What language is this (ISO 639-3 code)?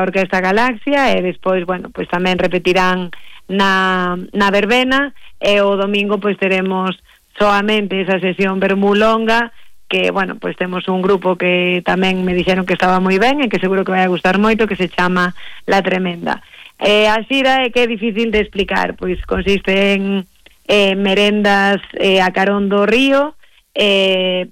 glg